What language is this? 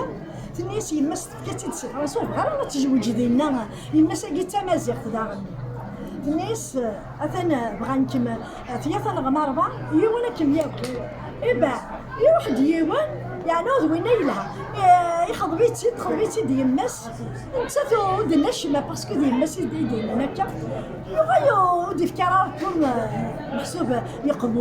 Kabyle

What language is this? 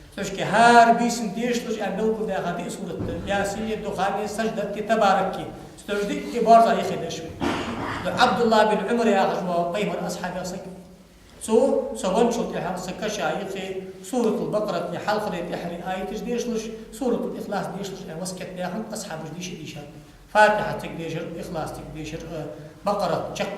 Ingush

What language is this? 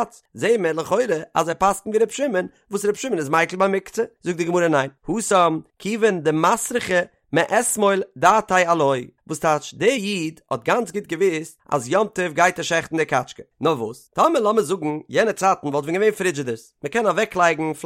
Yiddish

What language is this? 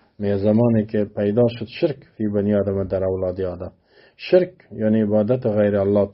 Persian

